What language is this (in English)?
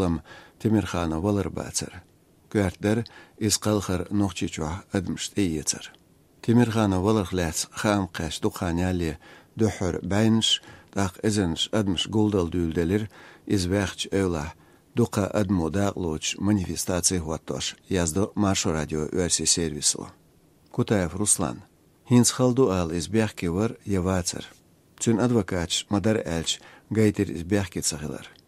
Chechen